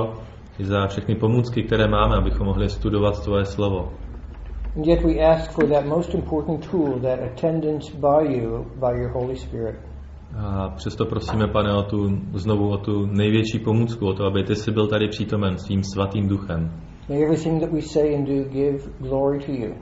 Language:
Czech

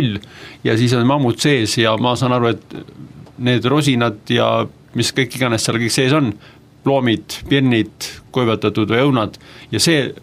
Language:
Estonian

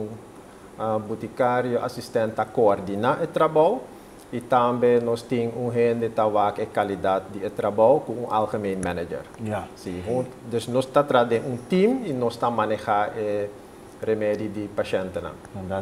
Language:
Papiamento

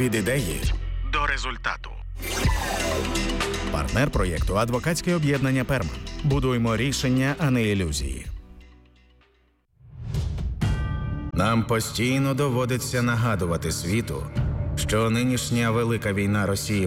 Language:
Ukrainian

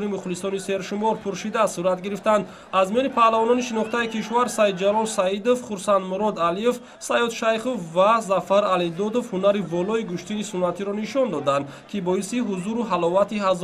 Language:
Tajik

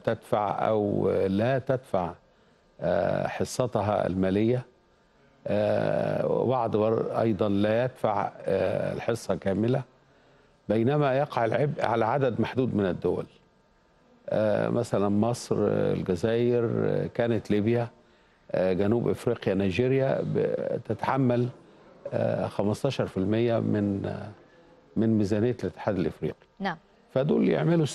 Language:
Arabic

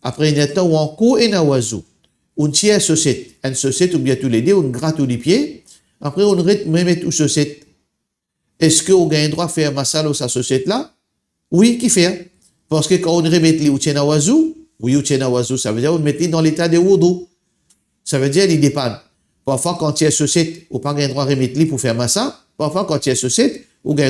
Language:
Morisyen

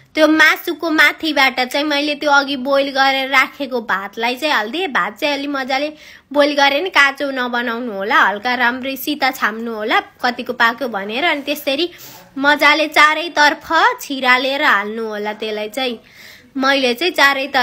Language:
Nepali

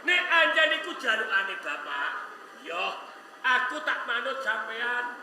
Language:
Javanese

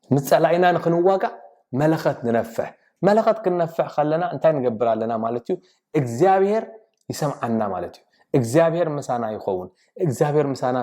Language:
Tigrinya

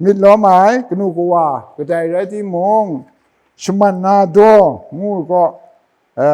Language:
Kachin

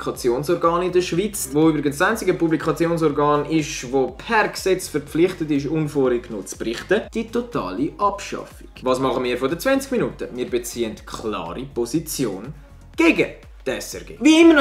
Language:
Swiss German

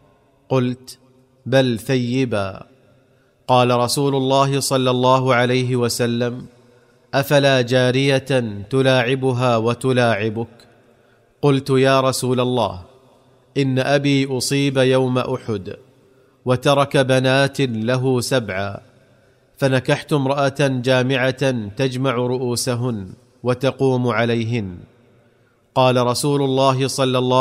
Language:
Arabic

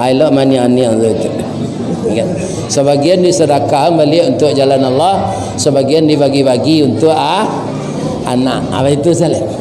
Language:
Minangkabau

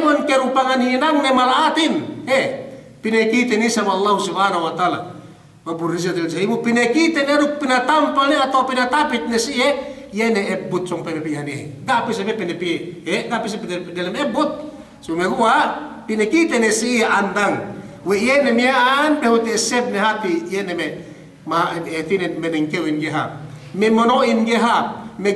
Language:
Yakan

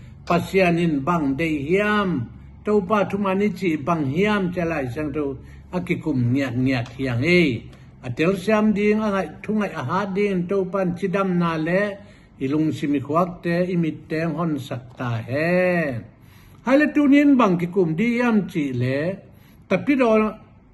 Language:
Tedim Chin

